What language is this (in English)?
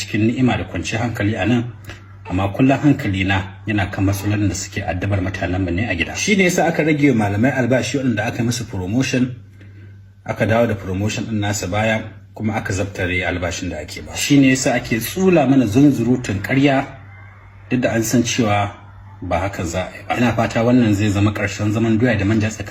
Hausa